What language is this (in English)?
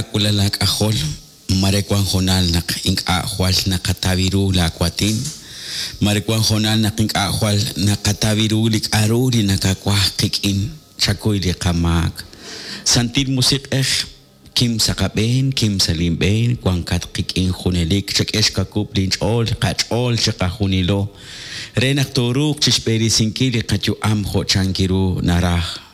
Kekchí